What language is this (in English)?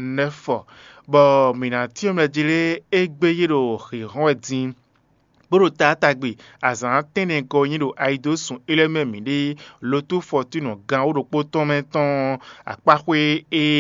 Fon